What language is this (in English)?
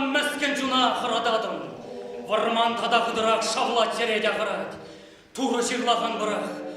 Chuvash